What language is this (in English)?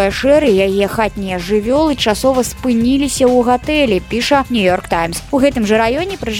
Belarusian